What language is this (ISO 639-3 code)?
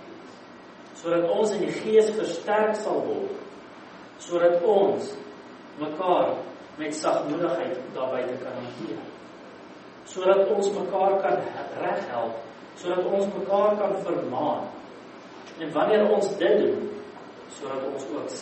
afr